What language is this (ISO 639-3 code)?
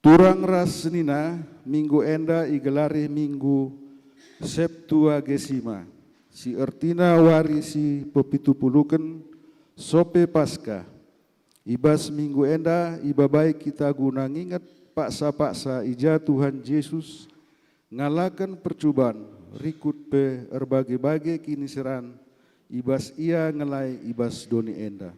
btx